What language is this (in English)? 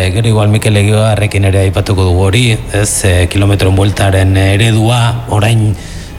Basque